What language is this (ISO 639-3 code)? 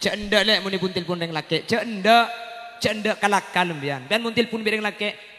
mad